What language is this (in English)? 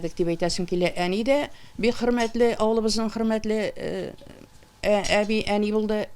Tatar